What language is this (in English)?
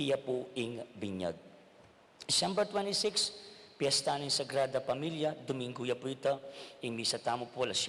Pampanga